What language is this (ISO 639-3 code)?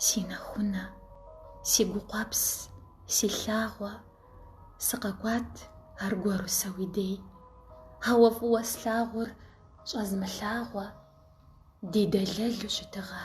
kbd